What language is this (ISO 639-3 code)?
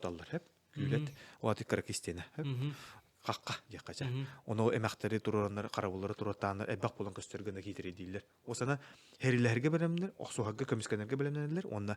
sah